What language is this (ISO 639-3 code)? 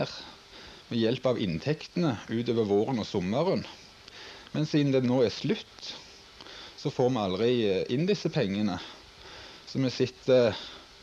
nor